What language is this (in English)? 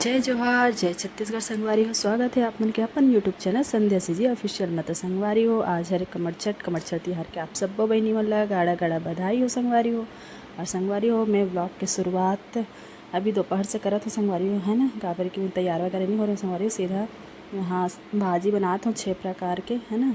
Chhattisgarhi